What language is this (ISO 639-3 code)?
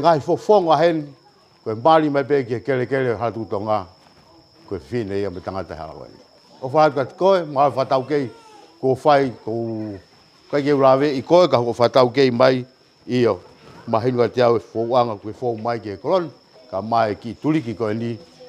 ton